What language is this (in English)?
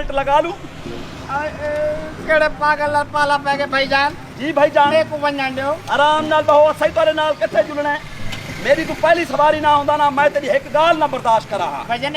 Saraiki